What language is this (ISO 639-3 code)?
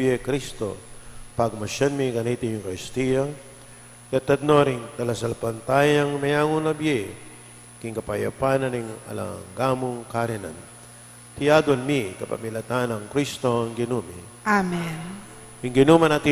pam